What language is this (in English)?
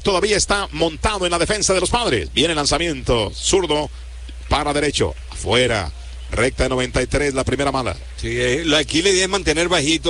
Spanish